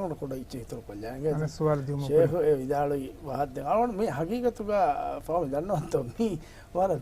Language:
Divehi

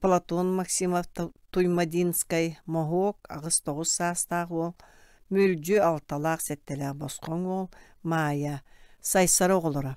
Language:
Yakut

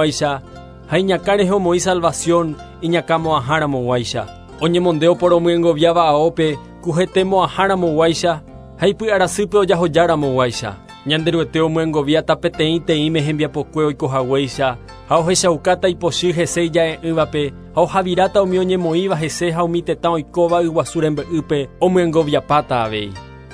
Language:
Guarani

